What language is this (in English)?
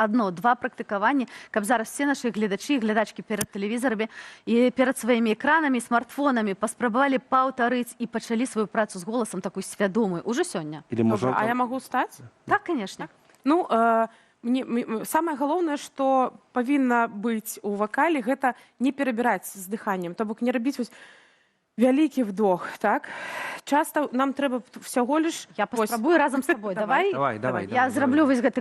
Belarusian